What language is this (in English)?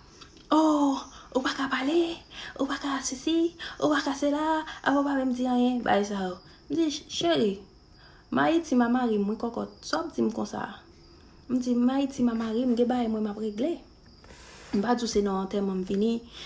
Haitian Creole